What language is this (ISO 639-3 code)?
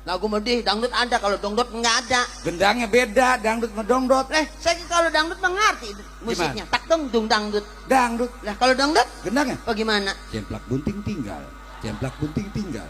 bew